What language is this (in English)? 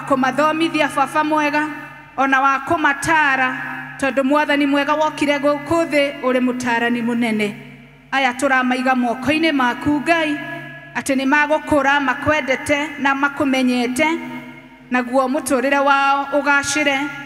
Kikuyu